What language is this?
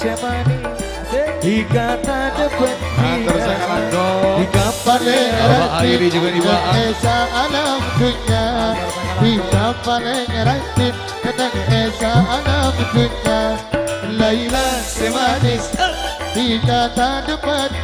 Madurese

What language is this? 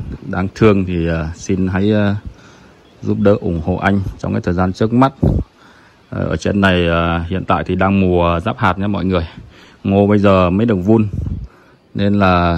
Vietnamese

